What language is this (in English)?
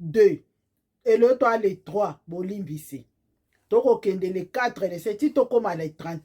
Lingala